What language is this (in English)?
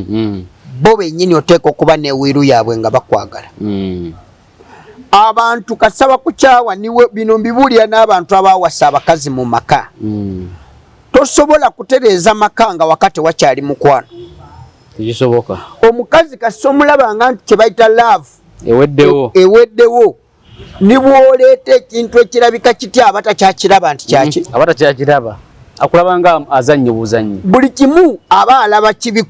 Ganda